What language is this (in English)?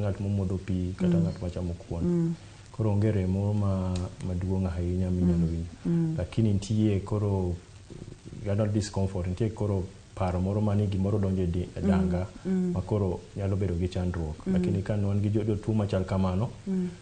Luo (Kenya and Tanzania)